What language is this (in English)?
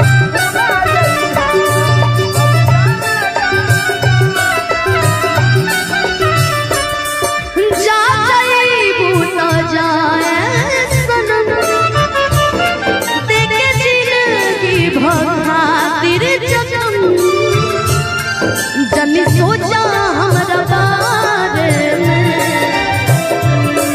Bhojpuri